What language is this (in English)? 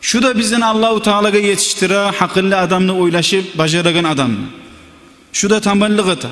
Kumyk